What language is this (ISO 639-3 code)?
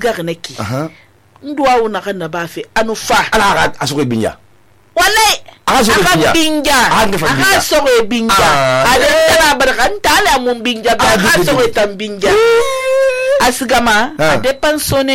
sus